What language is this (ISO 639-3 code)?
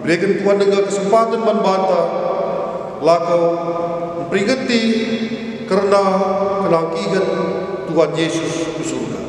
btx